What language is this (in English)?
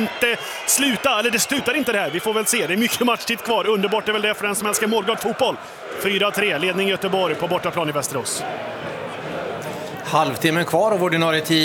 Swedish